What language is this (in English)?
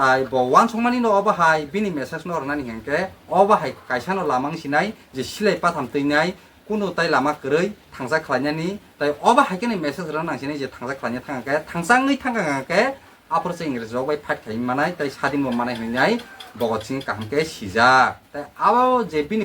Kok Borok